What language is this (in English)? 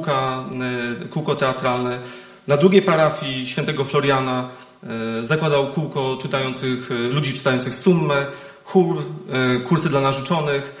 Polish